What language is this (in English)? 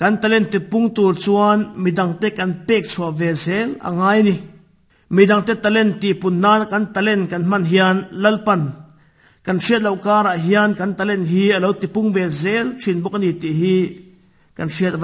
Mizo